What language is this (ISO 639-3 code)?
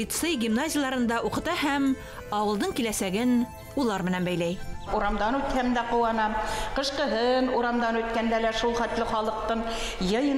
bak